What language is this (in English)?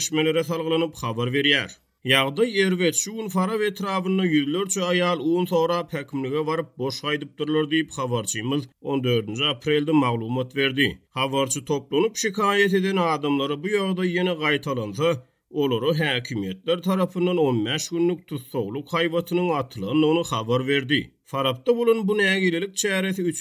Turkmen